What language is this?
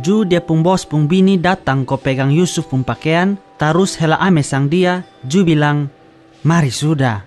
Kupang Malay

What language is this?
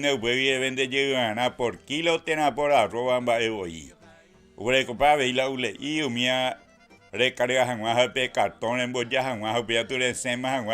Guarani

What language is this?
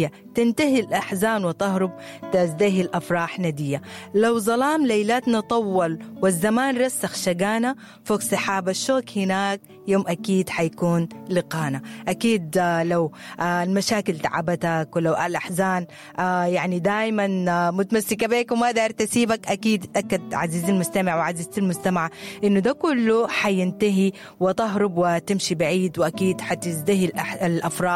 Sudanese Arabic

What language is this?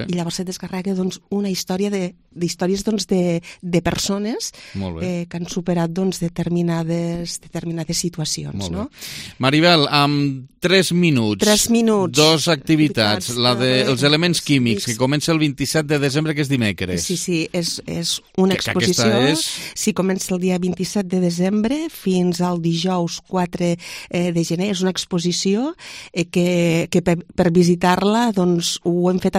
Catalan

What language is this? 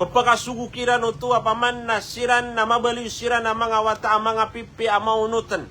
Maranao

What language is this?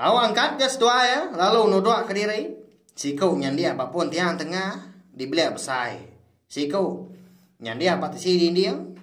Iban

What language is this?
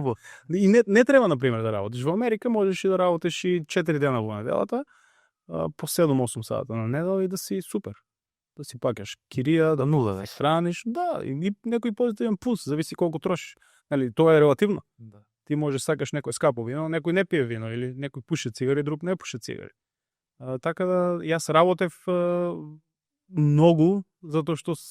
Macedonian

